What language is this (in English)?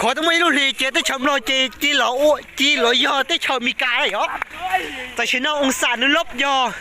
Hmong